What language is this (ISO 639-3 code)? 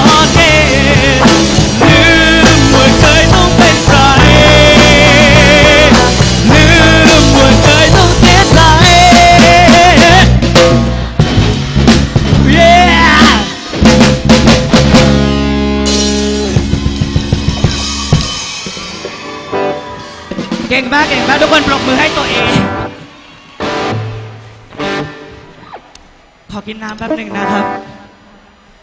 tha